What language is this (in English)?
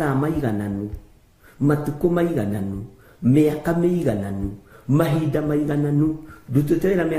Kikuyu